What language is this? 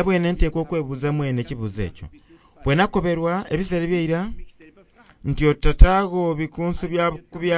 Soga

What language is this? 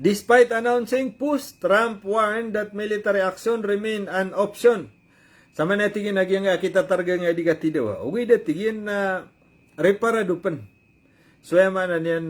Maranao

